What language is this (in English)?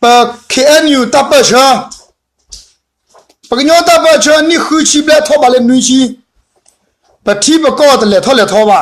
S'gaw Karen